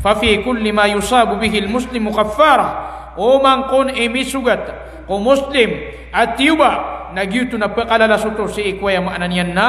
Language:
Maranao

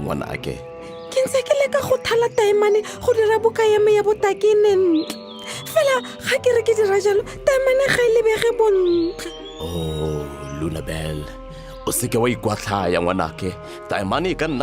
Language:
Tswana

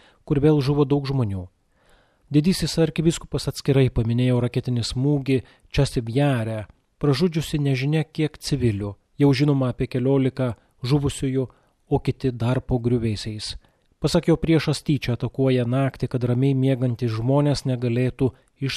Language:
Lithuanian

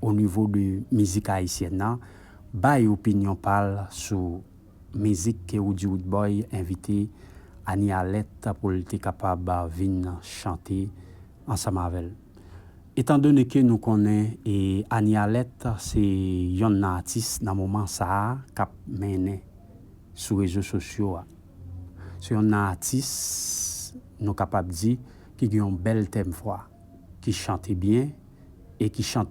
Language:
Haitian Creole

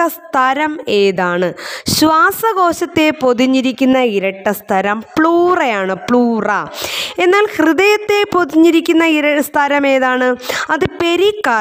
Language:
Malayalam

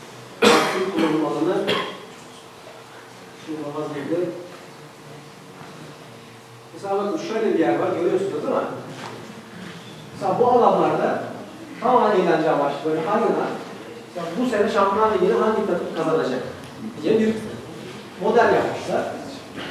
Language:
Turkish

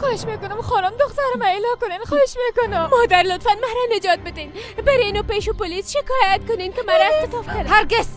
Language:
Persian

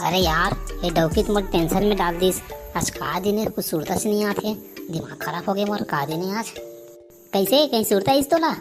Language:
Chhattisgarhi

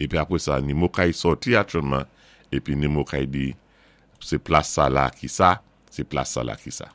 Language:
Saint Lucian Creole French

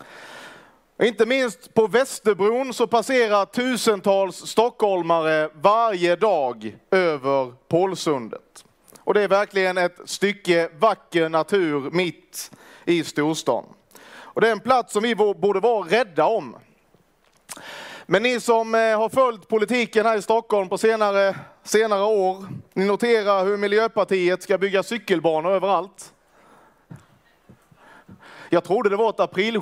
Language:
Swedish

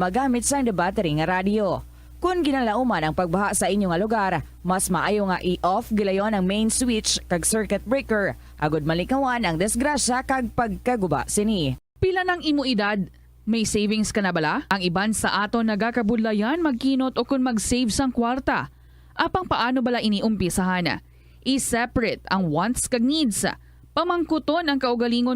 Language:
Hiligaynon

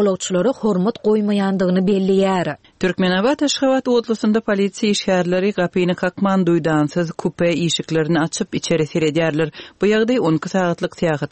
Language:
Turkmen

